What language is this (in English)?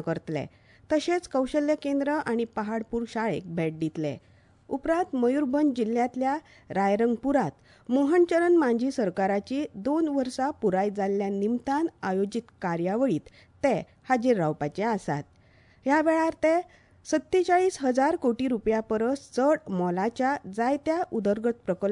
Konkani